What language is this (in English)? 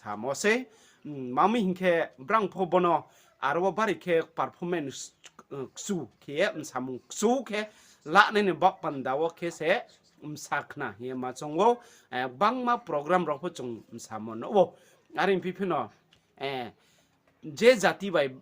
Riang (India)